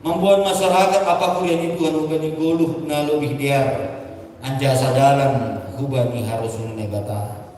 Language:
Batak Simalungun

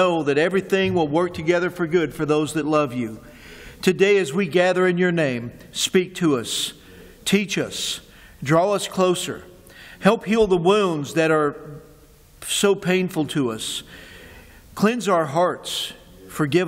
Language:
English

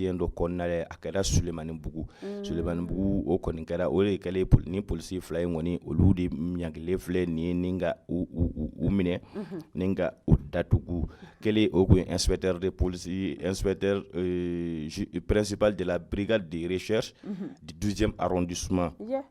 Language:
Bambara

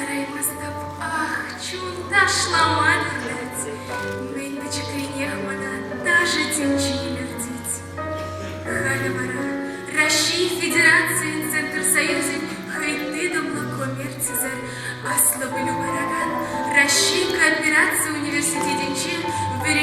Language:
Chuvash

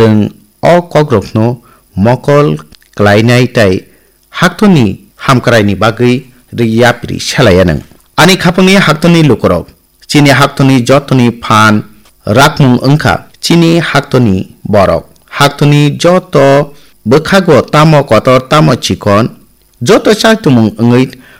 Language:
Kok Borok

